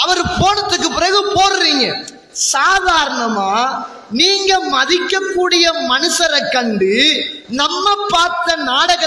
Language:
Tamil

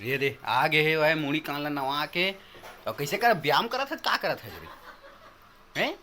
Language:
Chhattisgarhi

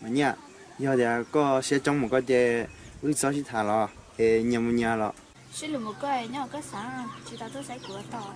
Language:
Hmong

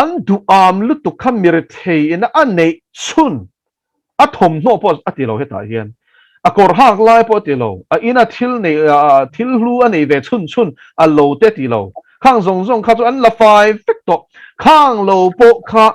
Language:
Mizo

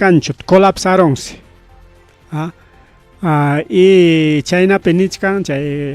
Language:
Ayacucho Quechua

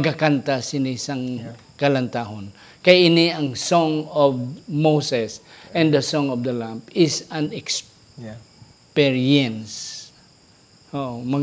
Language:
Hiligaynon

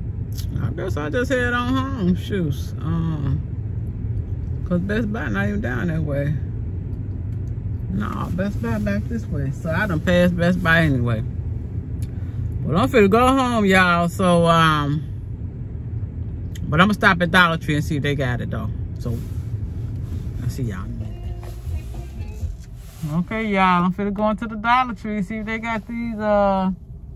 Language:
English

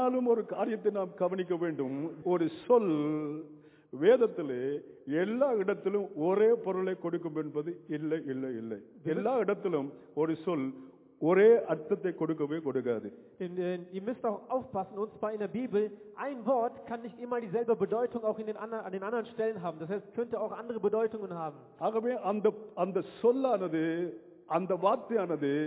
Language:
Tamil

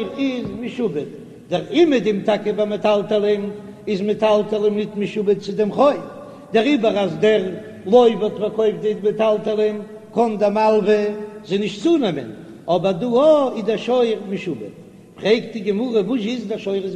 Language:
Yiddish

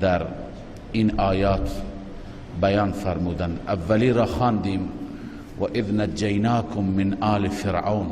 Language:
Persian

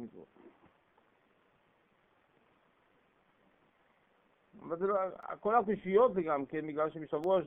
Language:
Hebrew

